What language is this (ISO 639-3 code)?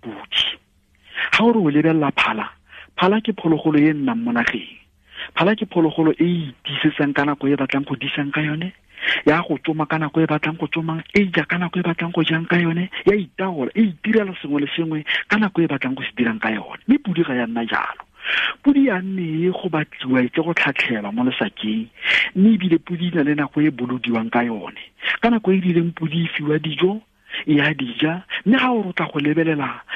tsn